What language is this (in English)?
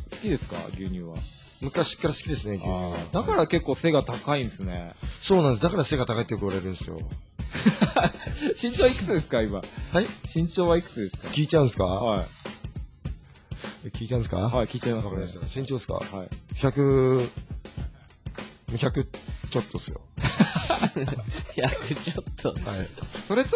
Japanese